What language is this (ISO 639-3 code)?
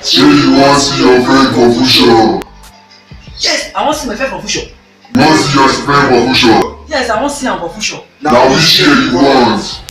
pcm